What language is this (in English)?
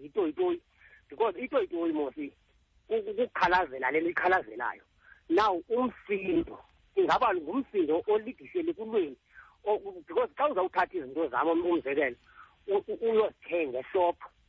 Xhosa